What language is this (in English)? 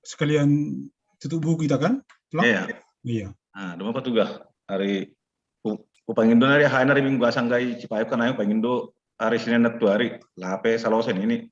Batak Simalungun